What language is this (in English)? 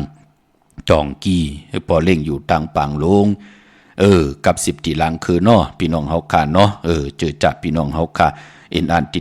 Shan